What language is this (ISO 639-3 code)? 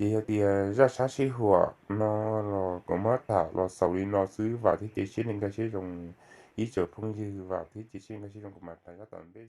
hmn